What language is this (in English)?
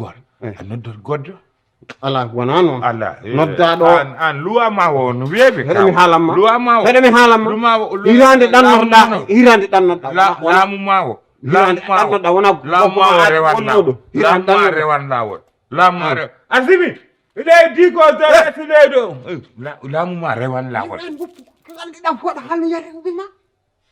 Fula